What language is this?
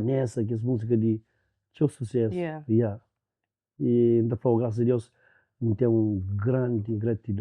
Kabuverdianu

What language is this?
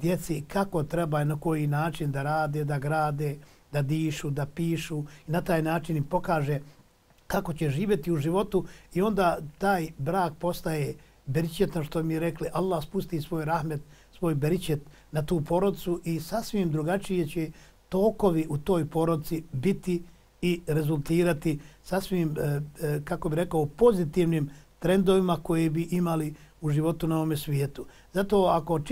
Bosnian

